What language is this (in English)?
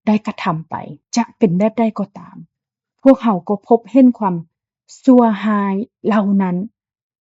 Lao